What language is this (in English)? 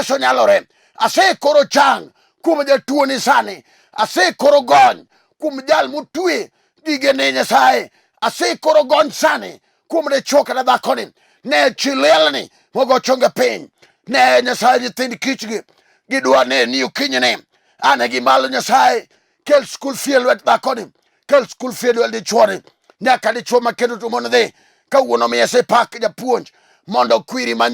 Luo (Kenya and Tanzania)